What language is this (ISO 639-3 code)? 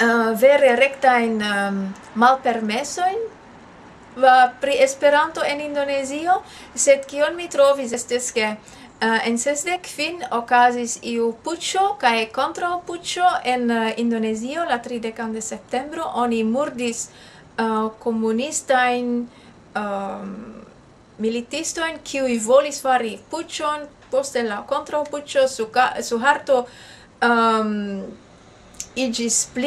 epo